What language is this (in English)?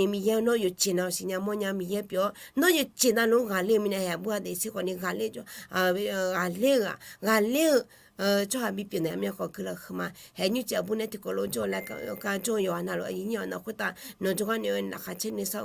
Akha